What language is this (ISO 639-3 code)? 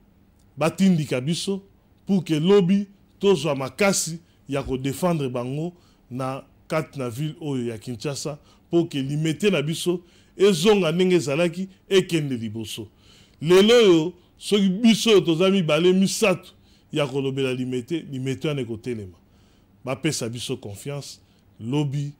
lin